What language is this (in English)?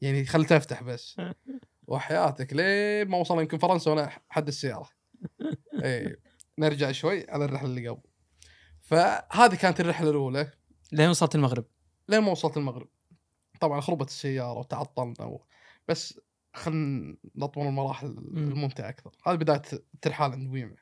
Gulf Arabic